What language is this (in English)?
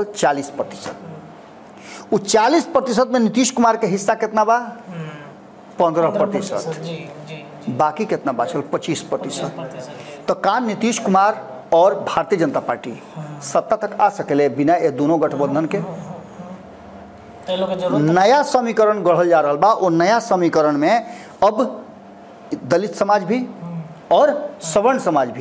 Bhojpuri